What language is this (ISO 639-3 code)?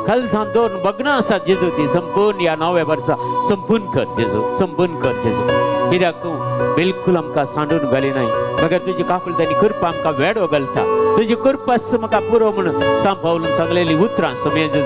kok